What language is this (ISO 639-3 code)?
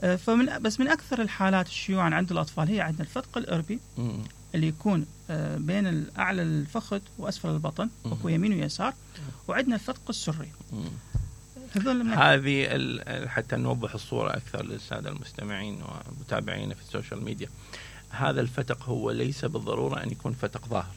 acm